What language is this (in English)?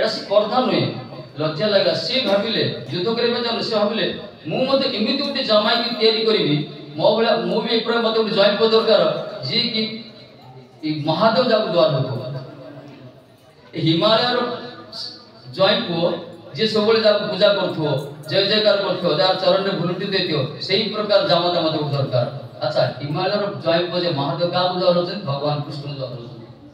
Odia